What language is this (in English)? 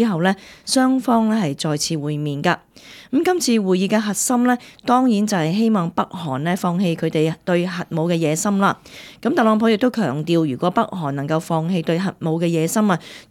Cantonese